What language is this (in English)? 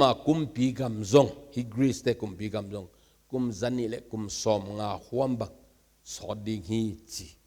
Tedim Chin